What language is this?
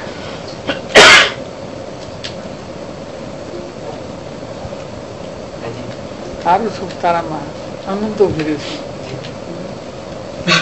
Gujarati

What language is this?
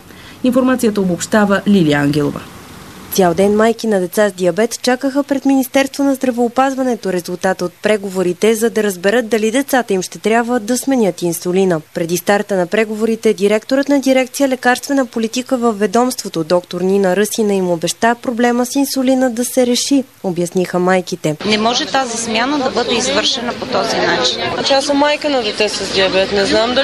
Bulgarian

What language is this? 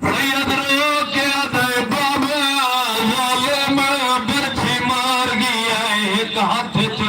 Saraiki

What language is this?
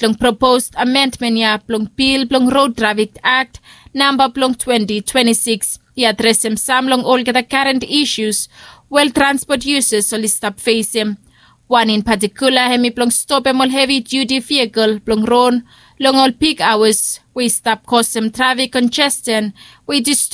Bislama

